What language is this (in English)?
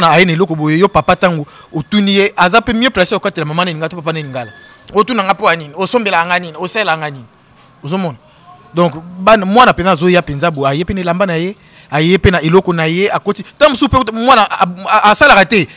Lingala